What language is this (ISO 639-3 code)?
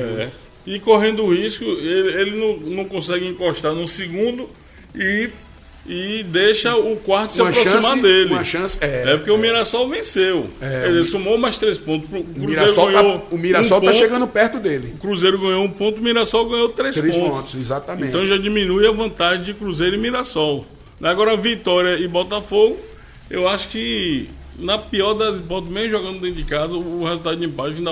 por